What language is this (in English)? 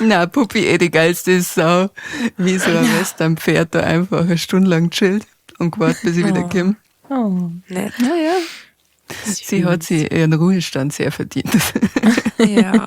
Bavarian